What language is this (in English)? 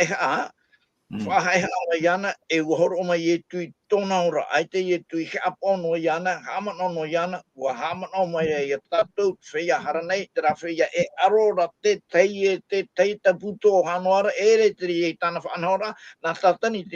Tahitian